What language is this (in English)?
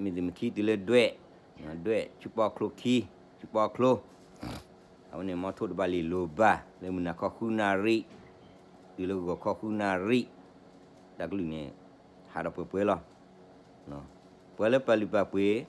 S'gaw Karen